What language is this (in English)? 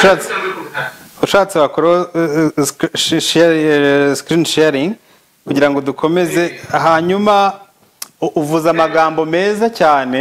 Kinyarwanda